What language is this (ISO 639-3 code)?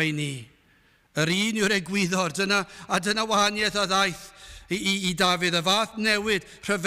cym